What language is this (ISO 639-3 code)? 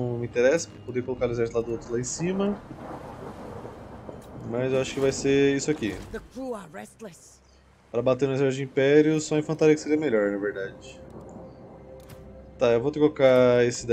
por